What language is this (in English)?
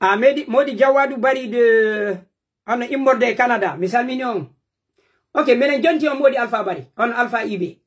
Pular